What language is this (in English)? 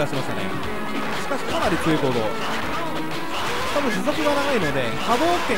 Japanese